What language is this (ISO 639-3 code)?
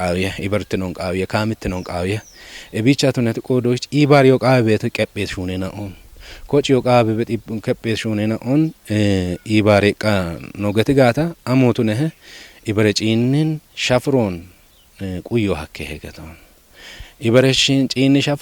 kbr